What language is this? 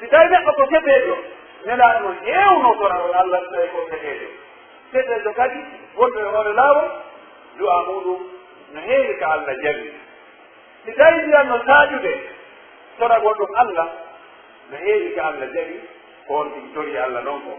Pular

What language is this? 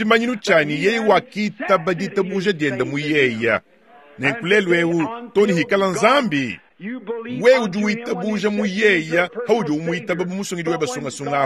Luba-Lulua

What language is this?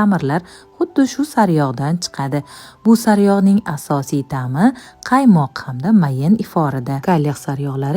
Uzbek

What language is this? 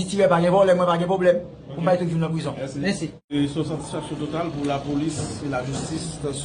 Haitian Creole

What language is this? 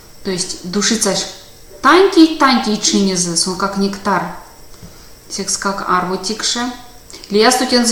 Erzya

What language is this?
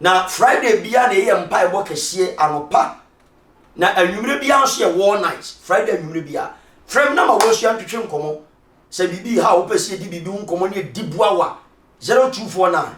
Akan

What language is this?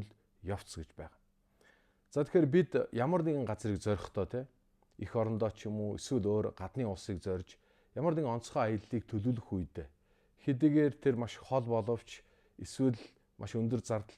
Mongolian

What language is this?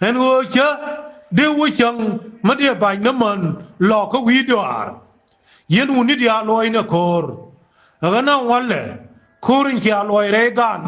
Nuer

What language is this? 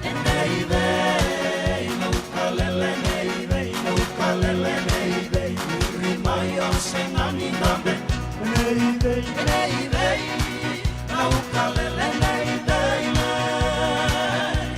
Fijian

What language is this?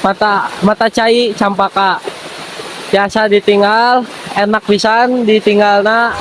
Sundanese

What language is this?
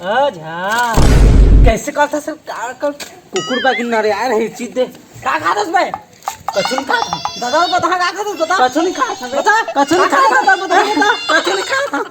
Chhattisgarhi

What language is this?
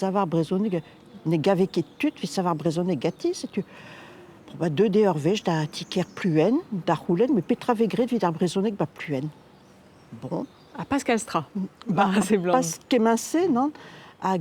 Breton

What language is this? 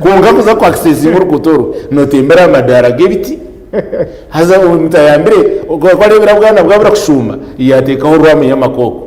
Nyankole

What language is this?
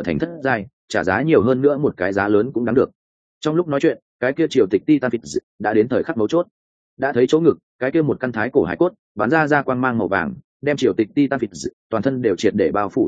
Vietnamese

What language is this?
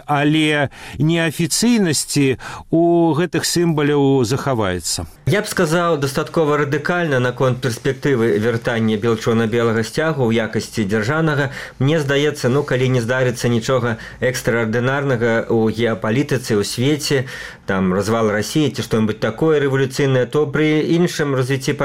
Belarusian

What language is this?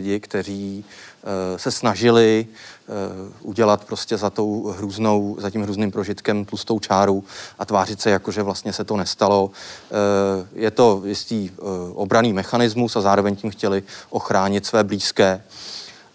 Czech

